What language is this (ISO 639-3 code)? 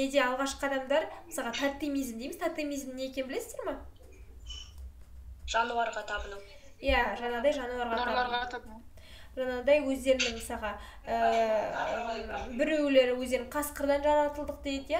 kaz